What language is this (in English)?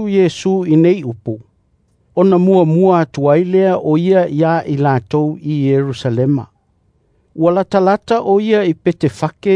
Samoan